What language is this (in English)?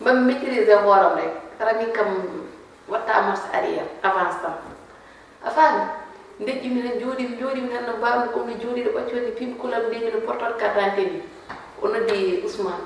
Fula